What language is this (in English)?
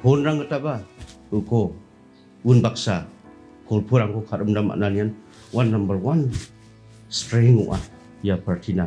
Garo